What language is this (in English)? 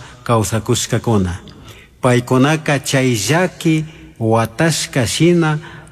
Chimborazo Highland Quichua